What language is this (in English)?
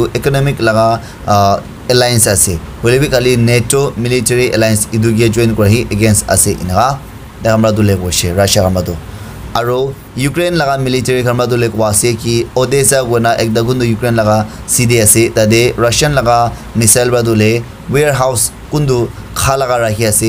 Naga Pidgin